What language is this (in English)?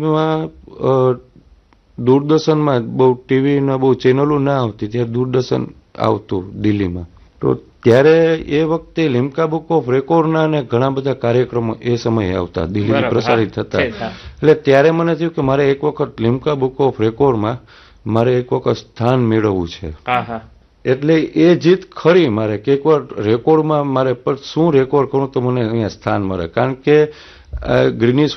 Gujarati